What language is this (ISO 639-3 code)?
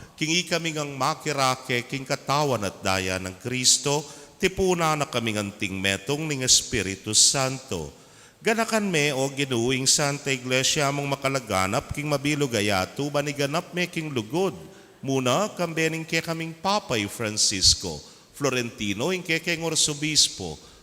pam